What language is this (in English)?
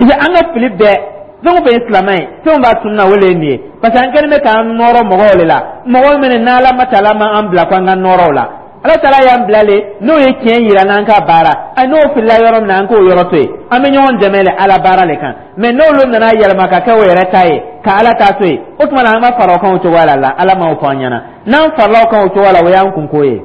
Dyula